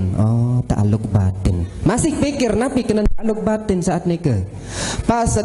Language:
Sasak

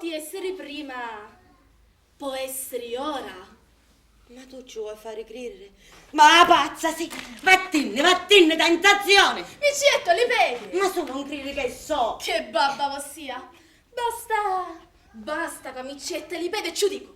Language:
Sicilian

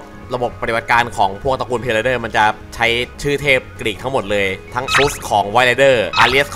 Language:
Thai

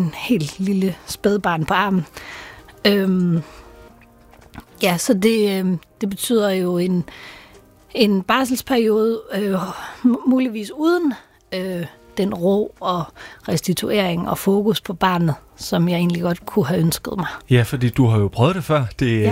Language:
Danish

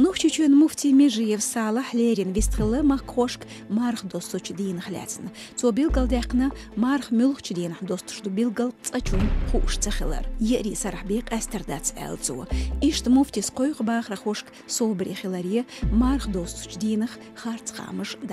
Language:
Chechen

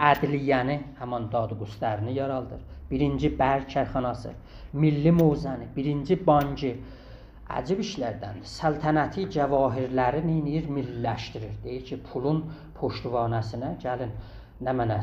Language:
South Azerbaijani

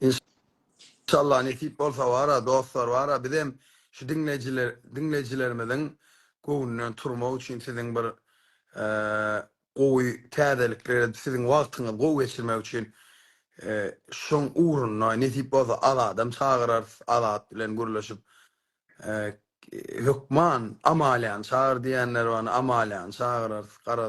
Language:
Turkmen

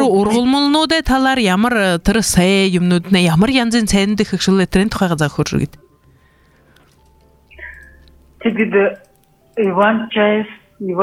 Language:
Buriat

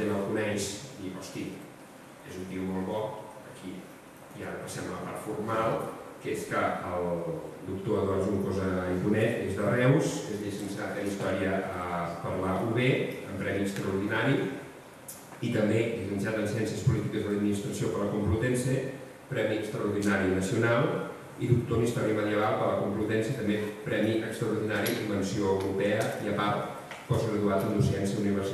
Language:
Catalan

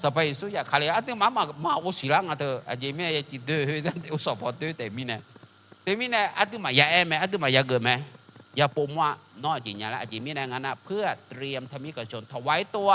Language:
Akha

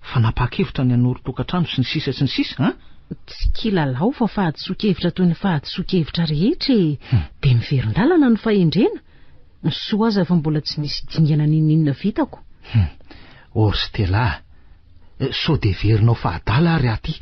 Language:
Malagasy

